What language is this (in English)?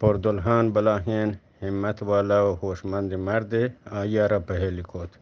Eastern Balochi